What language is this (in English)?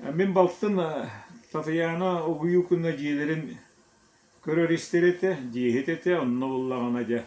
Yakut